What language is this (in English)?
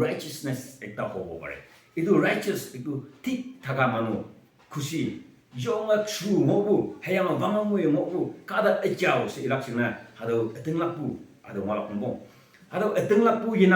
Naga Pidgin